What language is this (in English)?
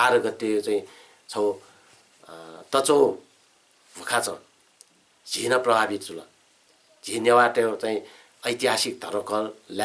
Newari